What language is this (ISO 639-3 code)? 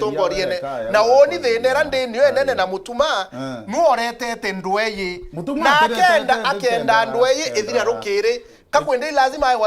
mer